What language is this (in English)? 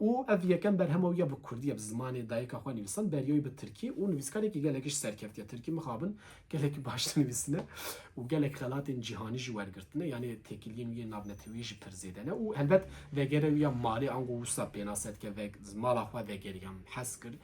Kurdish